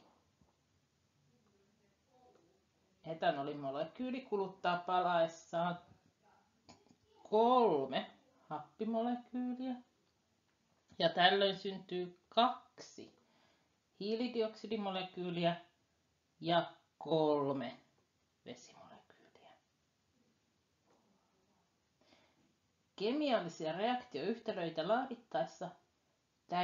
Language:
Finnish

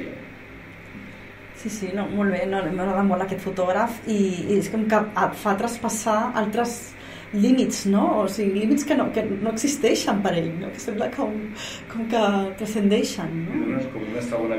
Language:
Catalan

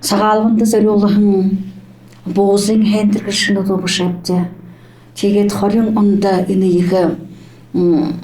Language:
Buriat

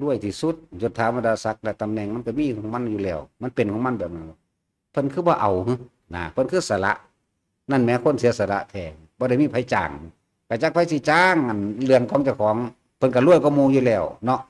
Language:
Northeastern Thai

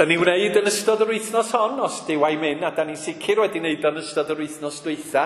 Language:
Welsh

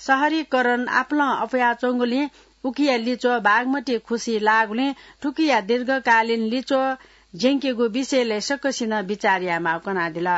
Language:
Newari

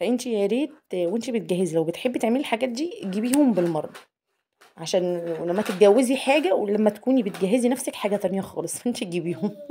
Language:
Egyptian Arabic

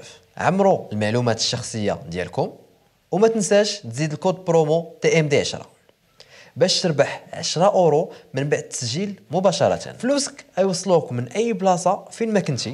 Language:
Moroccan Arabic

